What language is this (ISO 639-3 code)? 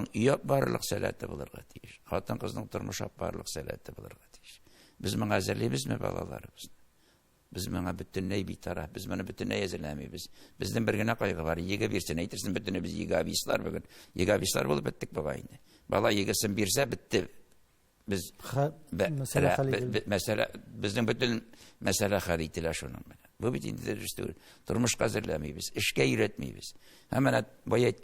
tat